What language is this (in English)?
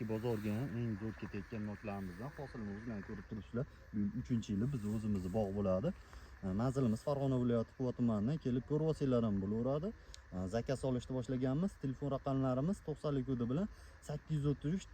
Uzbek